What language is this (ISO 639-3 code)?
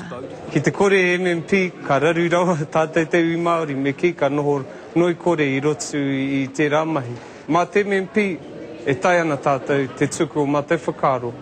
mri